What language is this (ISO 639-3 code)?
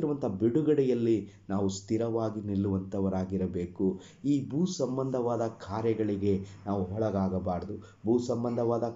kan